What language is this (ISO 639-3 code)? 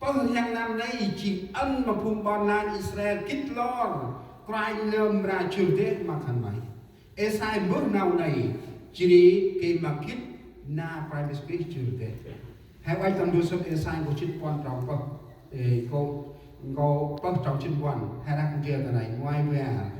cmo